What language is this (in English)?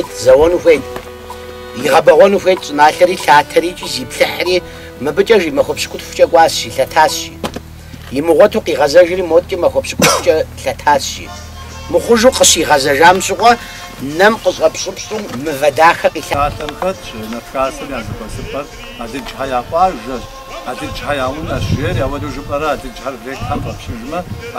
Kabardian